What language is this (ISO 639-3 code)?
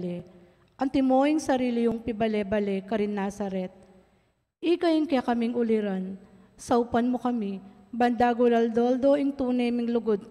pam